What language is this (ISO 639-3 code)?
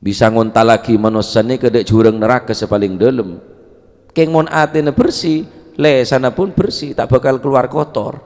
mad